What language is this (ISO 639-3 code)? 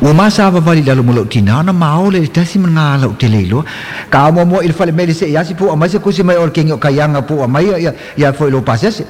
smo